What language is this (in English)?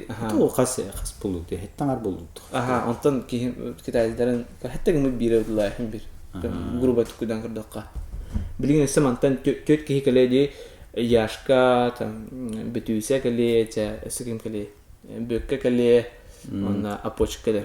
Yakut